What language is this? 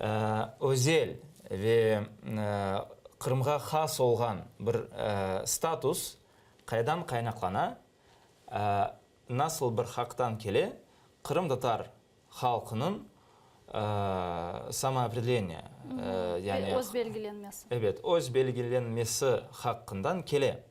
Crimean Tatar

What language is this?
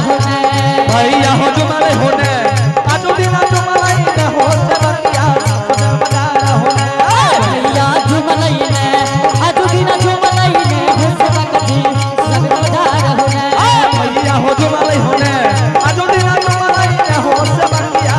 Angika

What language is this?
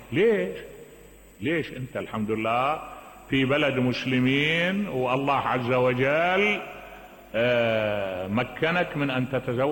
Mesopotamian Arabic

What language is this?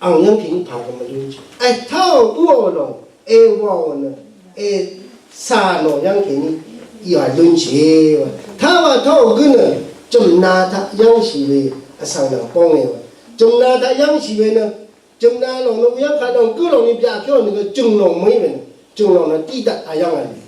Rawang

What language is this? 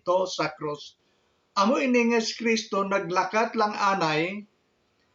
Hiligaynon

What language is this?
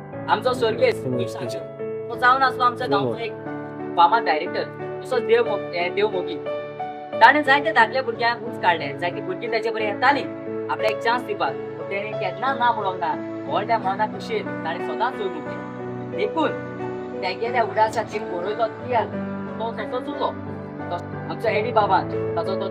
Konkani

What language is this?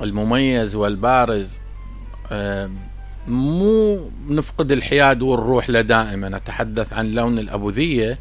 Mesopotamian Arabic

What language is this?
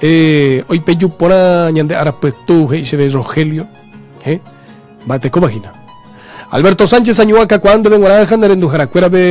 Guarani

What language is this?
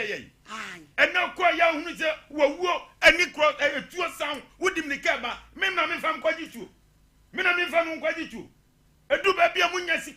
Akan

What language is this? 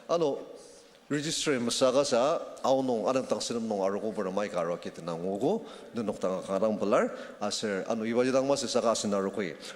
Ao Naga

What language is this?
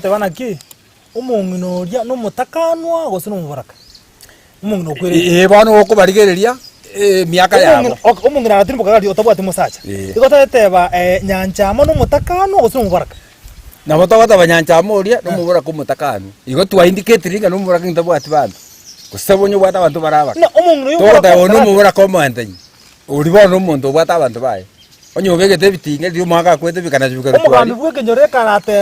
Gusii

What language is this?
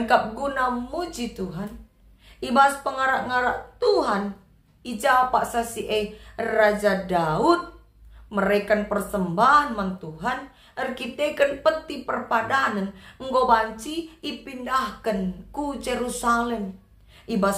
Batak Karo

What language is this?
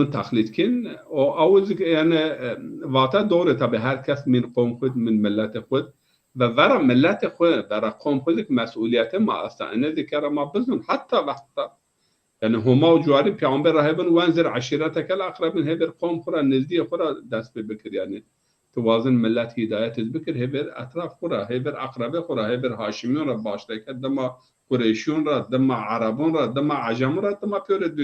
Zaza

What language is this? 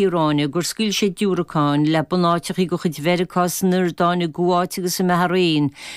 Irish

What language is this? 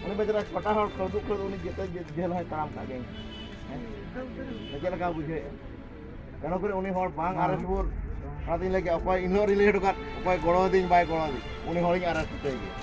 Santali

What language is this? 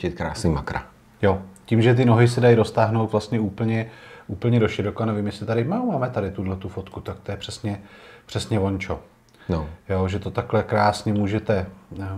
Czech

